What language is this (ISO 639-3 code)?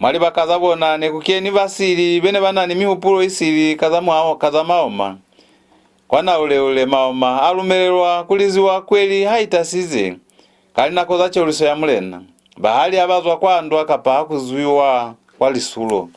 loz